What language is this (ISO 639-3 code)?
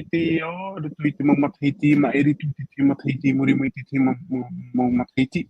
tah